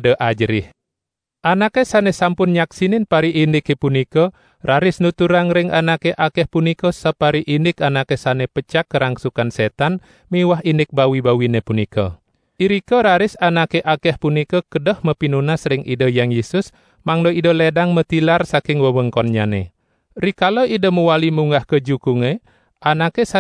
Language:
Balinese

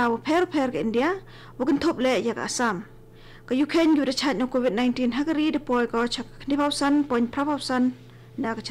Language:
Khasi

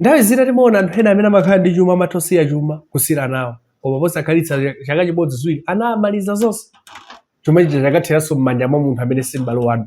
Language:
Nyanja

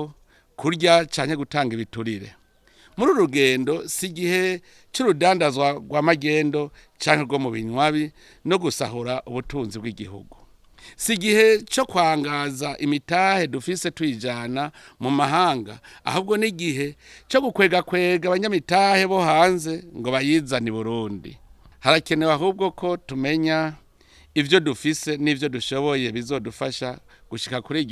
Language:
Rundi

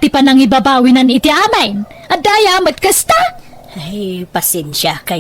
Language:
Iloko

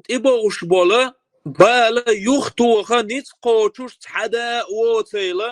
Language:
Chechen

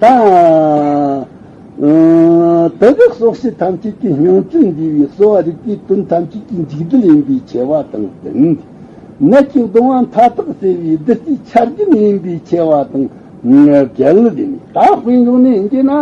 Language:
Tibetan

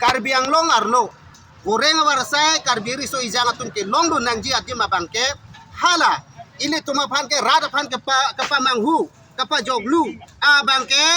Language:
Karbi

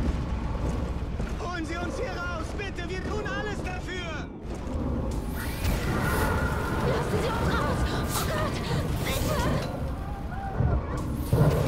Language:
German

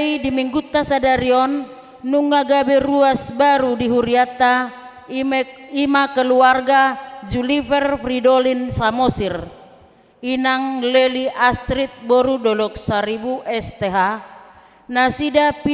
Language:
Batak Toba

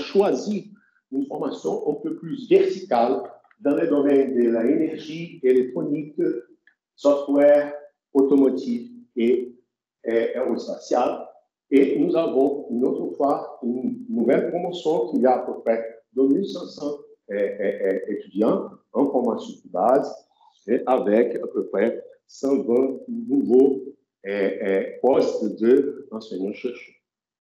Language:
French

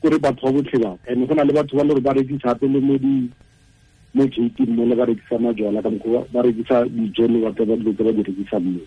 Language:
Tswana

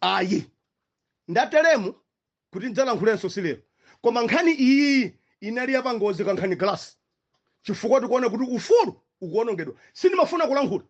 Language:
Nyanja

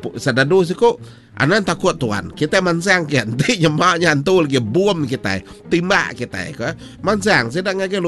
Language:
Iban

